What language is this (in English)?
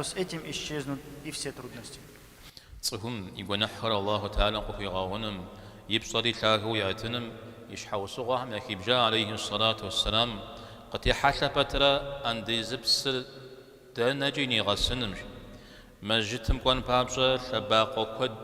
Kabardian